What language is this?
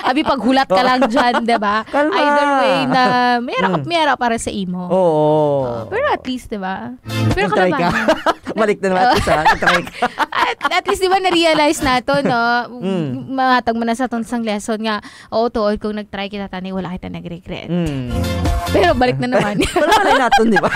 Hiligaynon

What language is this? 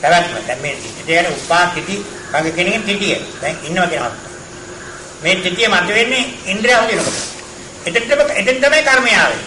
Sinhala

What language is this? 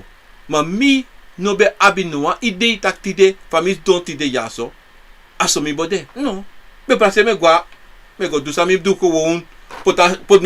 Sranan Tongo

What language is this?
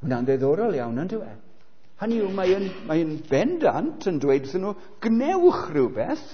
Welsh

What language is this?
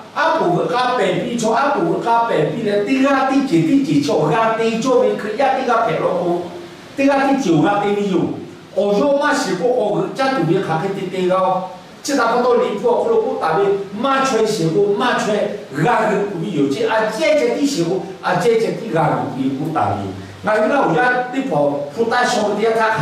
Lahu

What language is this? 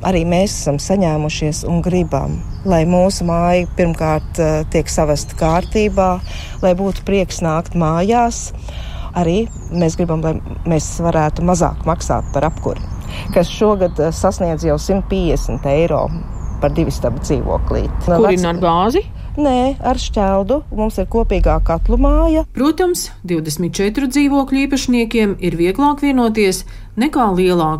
Latvian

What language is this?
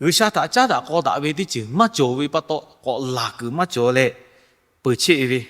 Lahu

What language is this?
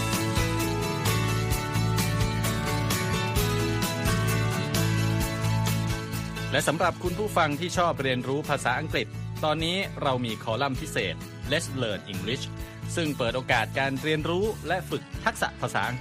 Thai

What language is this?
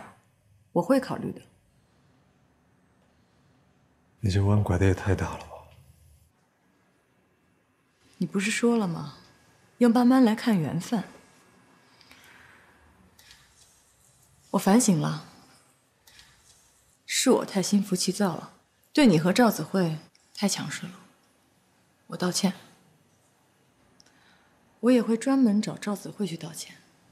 Chinese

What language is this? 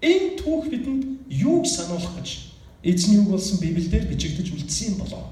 Mongolian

